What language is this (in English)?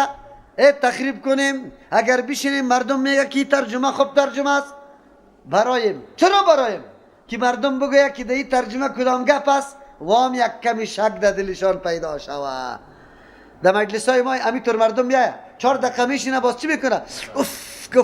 Persian